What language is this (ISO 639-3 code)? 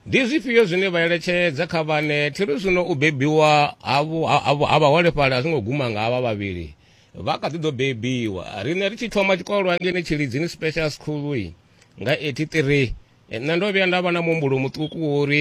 ven